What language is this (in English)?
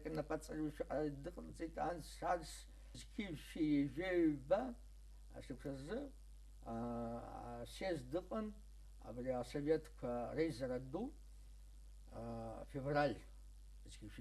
Abkhazian